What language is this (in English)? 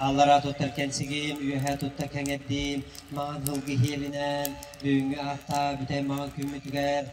Yakut